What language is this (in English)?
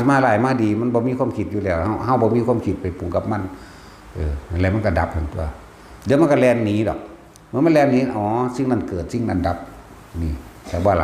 Northeastern Thai